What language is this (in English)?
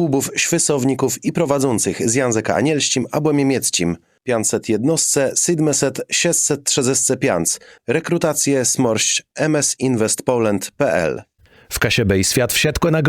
Kashubian